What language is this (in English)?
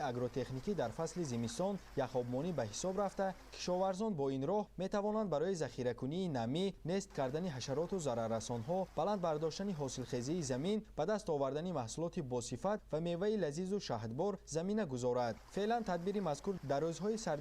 Tajik